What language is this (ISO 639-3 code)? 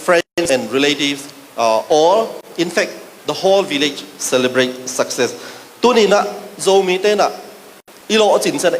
ctd